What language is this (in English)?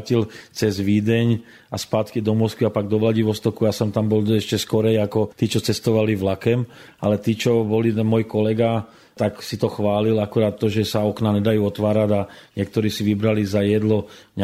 Slovak